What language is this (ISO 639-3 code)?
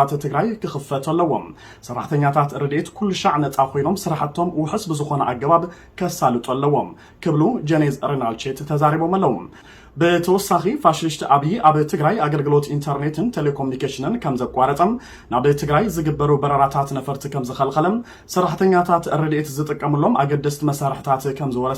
tir